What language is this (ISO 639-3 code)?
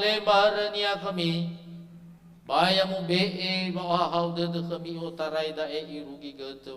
nia